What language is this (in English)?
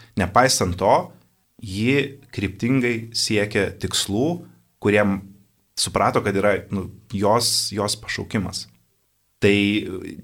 Lithuanian